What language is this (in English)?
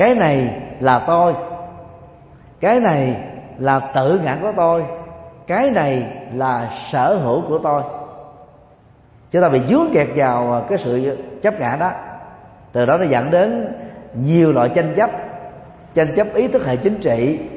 Vietnamese